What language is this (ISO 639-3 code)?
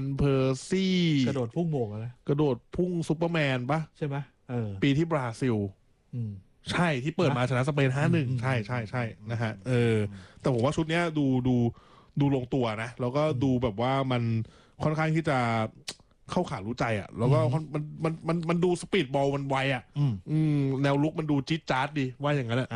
tha